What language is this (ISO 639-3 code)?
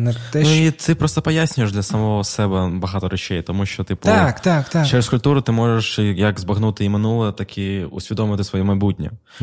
ukr